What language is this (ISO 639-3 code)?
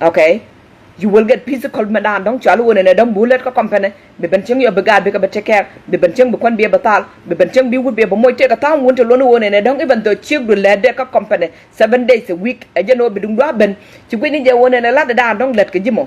nus